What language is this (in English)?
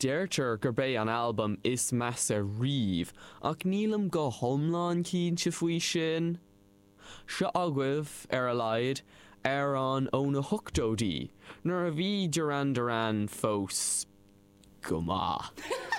Irish